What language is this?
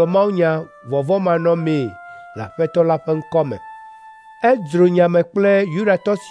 Ewe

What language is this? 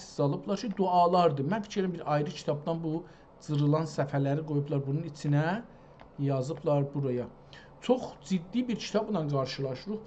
South Azerbaijani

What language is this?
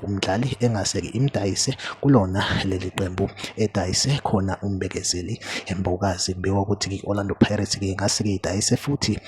Zulu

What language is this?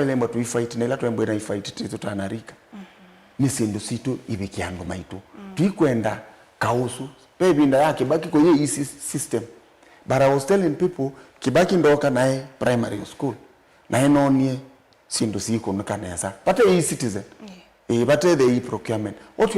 Kamba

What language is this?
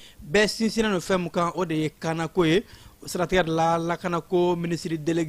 Bambara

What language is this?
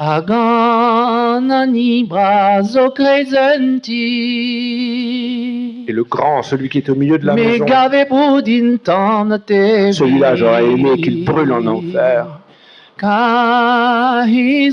Breton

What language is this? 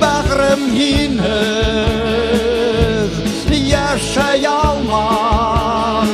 Bashkir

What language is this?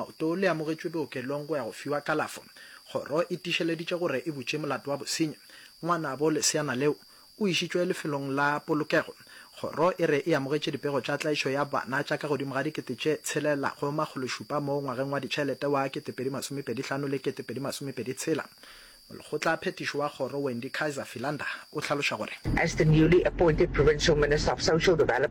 Northern Sotho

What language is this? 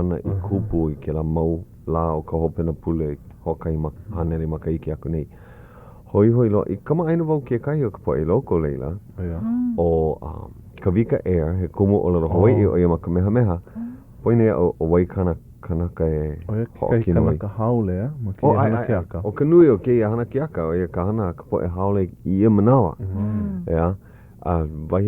Hawaiian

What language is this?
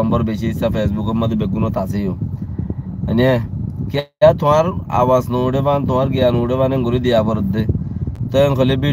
Rohingya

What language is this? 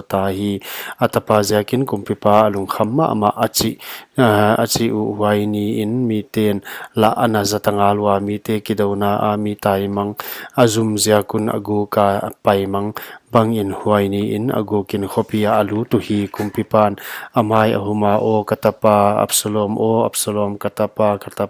Paite Chin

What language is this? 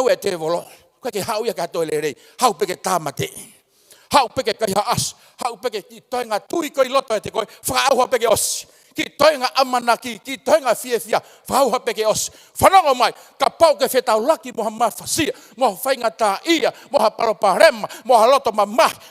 Tongan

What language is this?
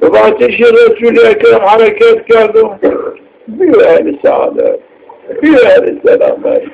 Zaza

